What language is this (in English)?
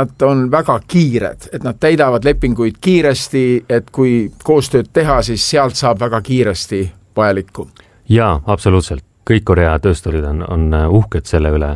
Estonian